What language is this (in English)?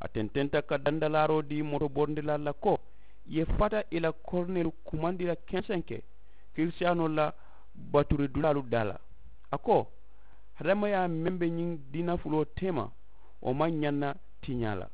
Mandingo